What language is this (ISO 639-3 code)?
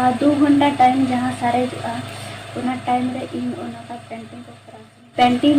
sat